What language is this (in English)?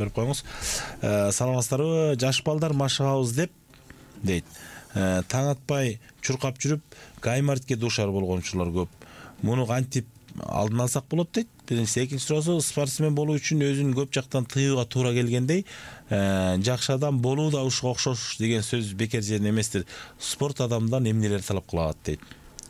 Kyrgyz